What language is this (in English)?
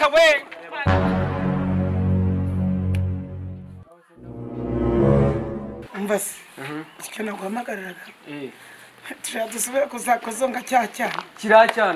Kinyarwanda